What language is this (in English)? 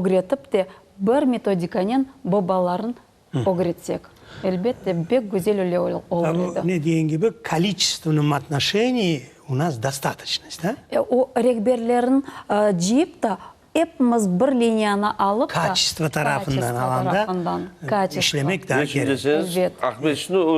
Crimean Tatar